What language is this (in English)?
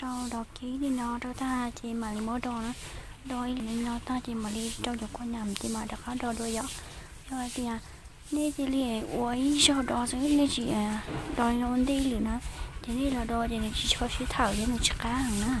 Hmong